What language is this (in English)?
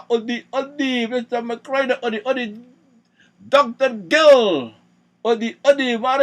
Sranan Tongo